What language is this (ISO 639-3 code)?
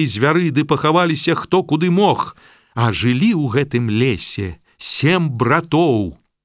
bel